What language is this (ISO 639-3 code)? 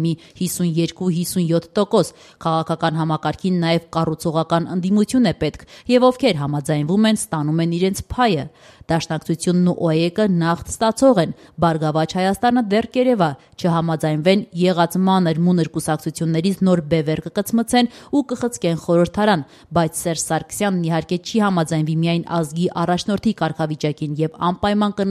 hye